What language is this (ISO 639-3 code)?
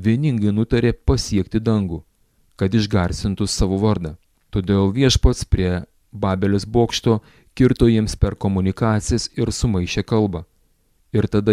lit